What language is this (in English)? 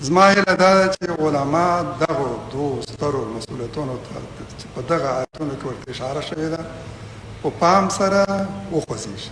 Pashto